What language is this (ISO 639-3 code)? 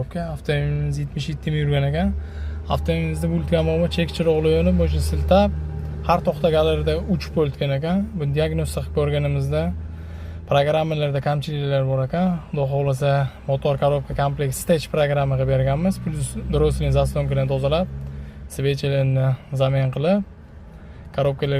uzb